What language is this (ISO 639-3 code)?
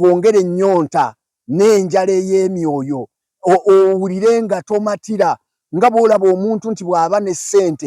lug